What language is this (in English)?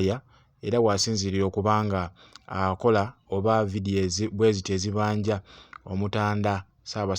Ganda